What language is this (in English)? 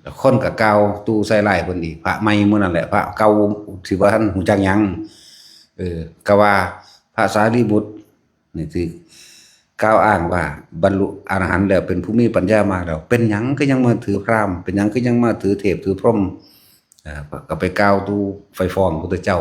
Northeastern Thai